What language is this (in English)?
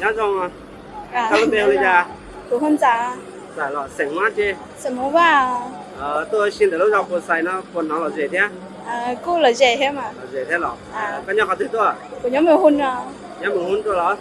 Hmong